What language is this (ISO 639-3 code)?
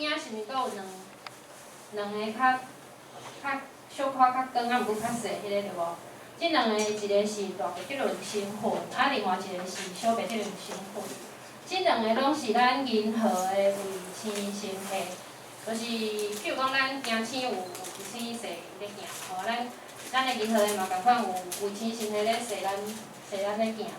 nan